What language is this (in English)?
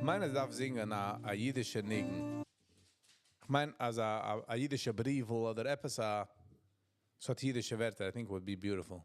Yiddish